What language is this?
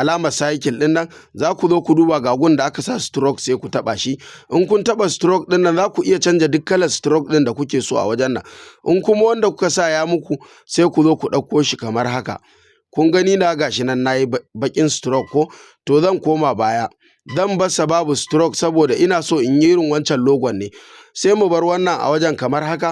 Hausa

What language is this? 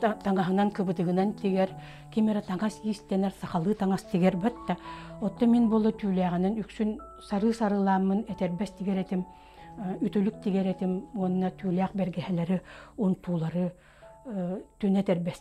Yakut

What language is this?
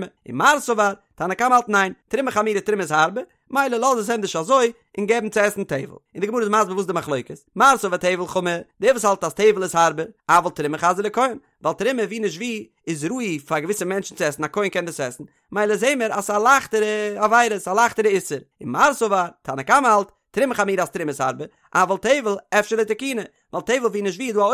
Yiddish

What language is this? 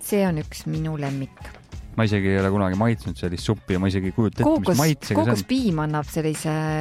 Estonian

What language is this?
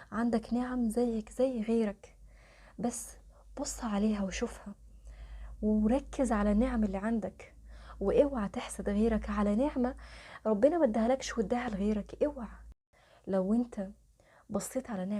Egyptian Arabic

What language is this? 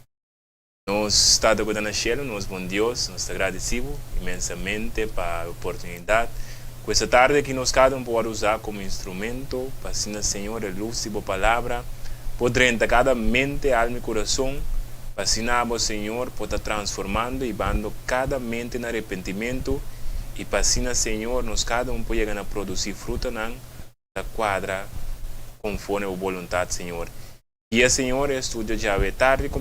Papiamento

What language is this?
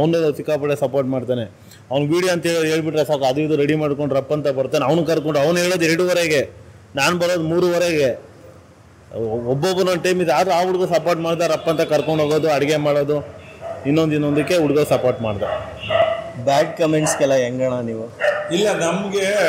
Kannada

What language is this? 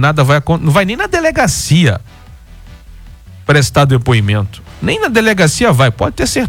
Portuguese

